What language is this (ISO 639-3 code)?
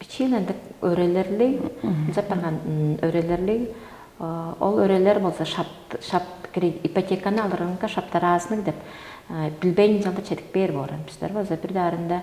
tyv